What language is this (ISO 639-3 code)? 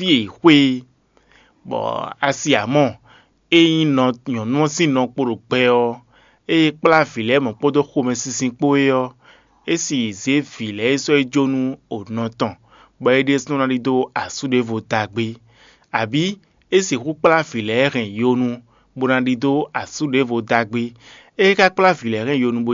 fon